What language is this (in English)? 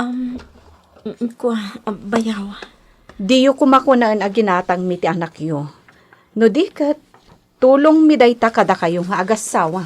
Iloko